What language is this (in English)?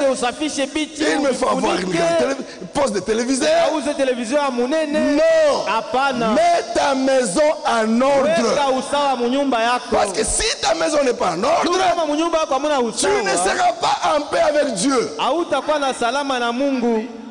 Swahili